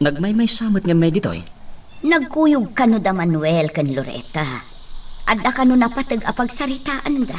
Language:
Iloko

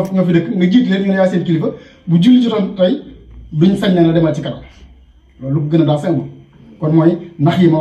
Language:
Wolof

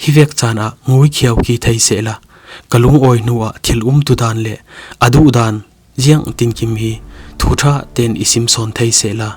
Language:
Falam Chin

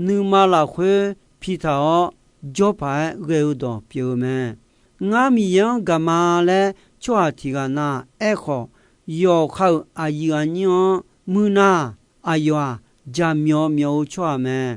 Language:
Akha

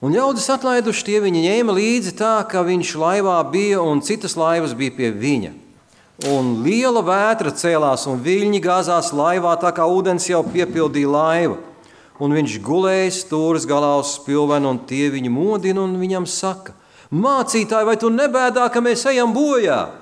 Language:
Latvian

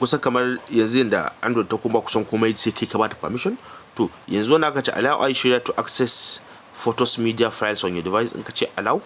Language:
Hausa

